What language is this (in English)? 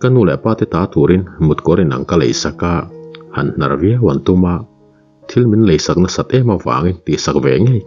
Mizo